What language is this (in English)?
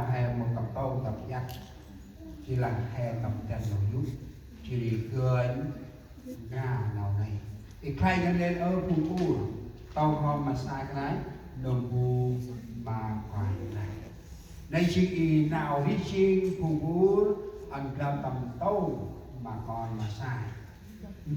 Central Mnong